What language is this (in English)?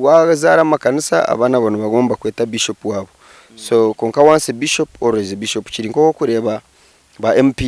Nyankole